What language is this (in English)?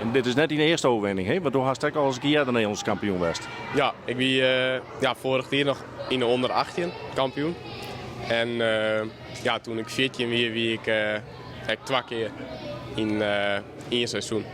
Western Frisian